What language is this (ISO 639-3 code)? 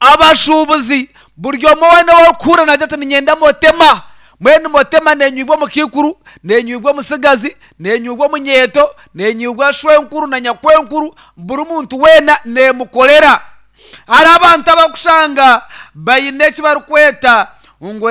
nyn